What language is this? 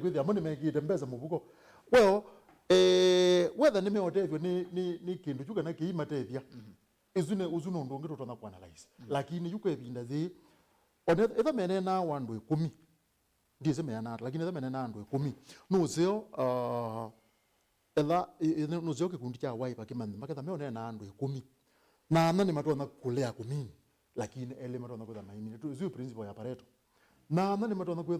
Kamba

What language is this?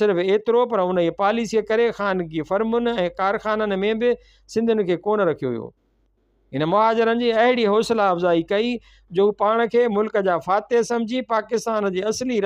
Sindhi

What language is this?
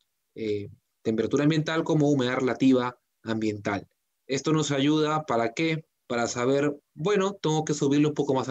Spanish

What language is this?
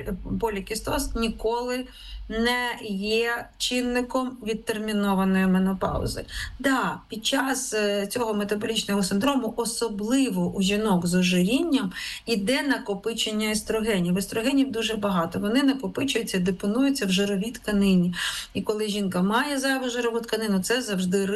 Ukrainian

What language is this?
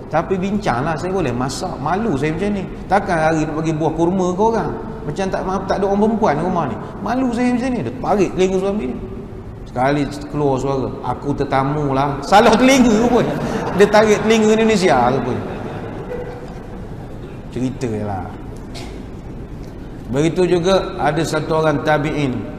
Malay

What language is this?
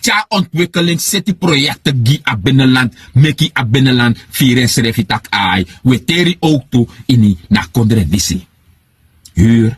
Sranan Tongo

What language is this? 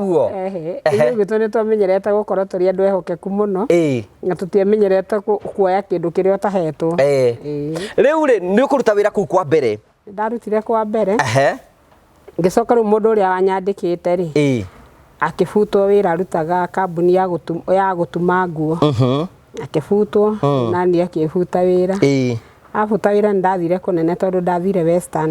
Kikuyu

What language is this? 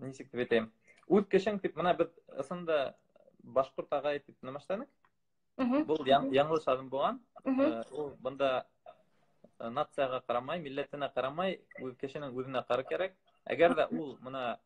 Bashkir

